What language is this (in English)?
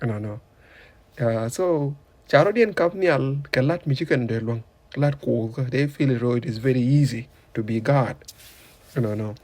Nuer